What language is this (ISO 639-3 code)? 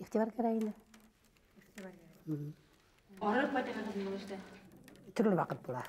bak